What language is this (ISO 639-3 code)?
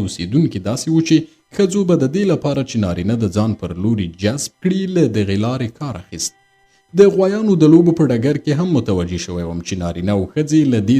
pus